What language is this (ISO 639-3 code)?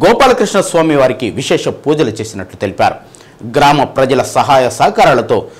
tel